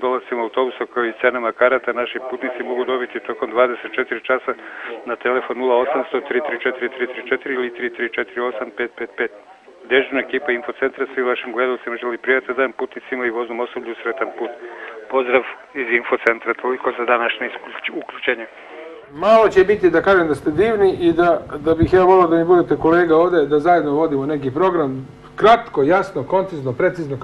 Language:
Serbian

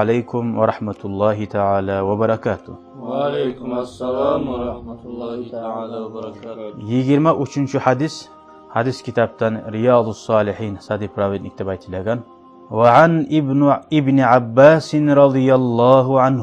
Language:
Kumyk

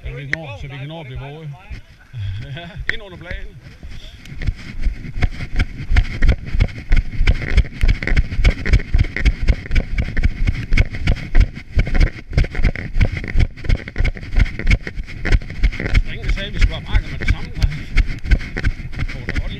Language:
Danish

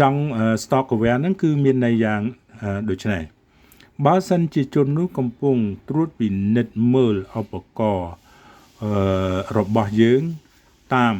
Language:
Khmer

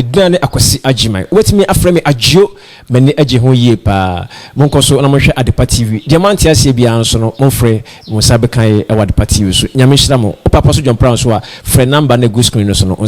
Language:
Akan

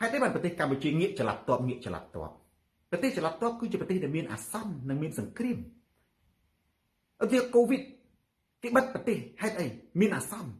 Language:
Khmer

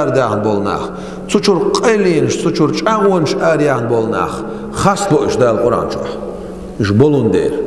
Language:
Chechen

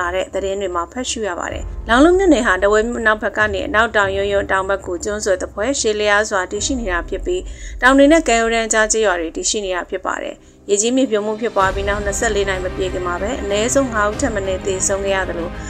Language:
Burmese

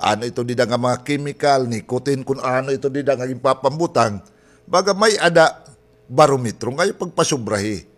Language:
Waray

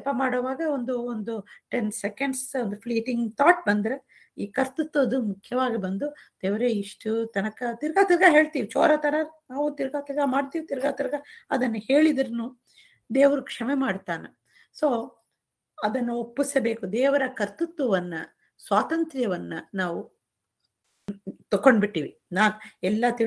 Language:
Kannada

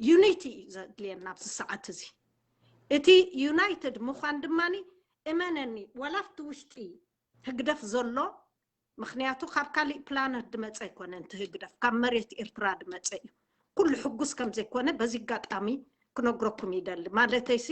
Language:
Tigrinya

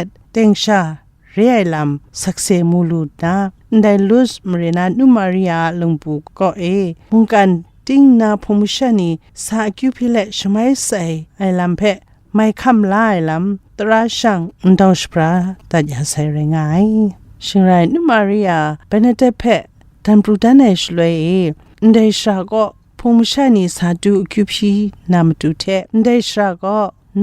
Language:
Kachin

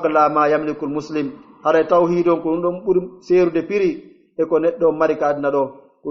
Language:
Pular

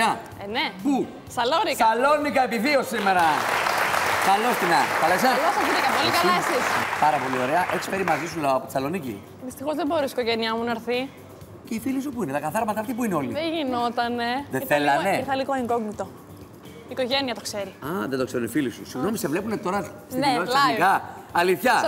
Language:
Greek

